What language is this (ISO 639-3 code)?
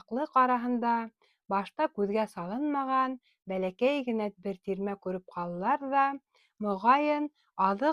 bak